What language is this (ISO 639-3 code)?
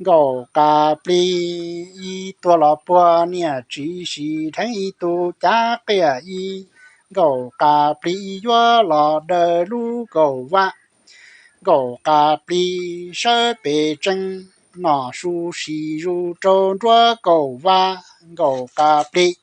hmn